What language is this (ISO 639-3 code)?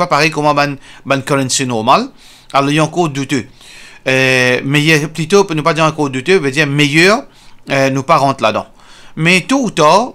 mfe